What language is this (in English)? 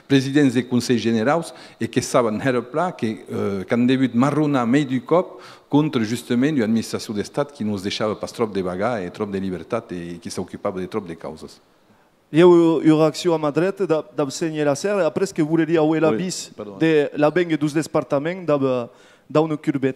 Occitan